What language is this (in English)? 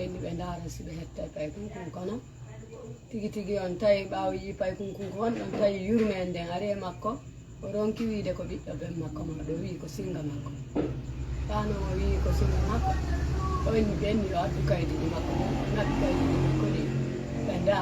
Fula